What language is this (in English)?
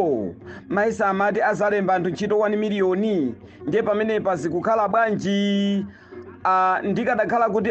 Nyanja